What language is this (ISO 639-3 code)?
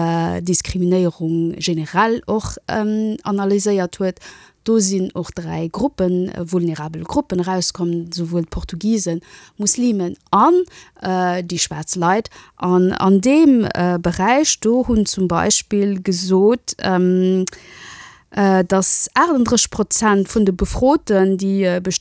ltz